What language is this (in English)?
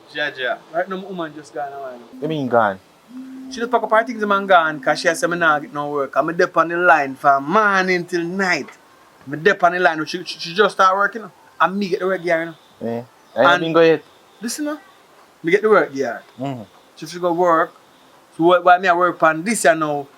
Jamaican Creole English